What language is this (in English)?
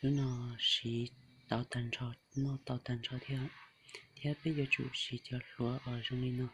Hmong